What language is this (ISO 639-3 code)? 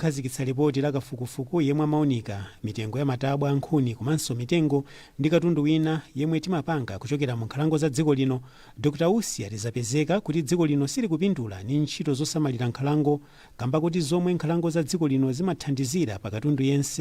nya